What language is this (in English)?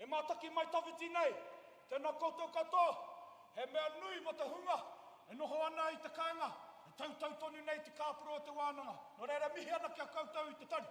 Māori